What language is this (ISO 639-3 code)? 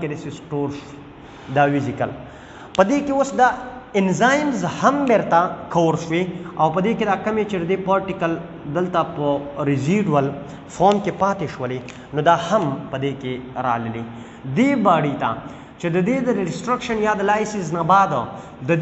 pus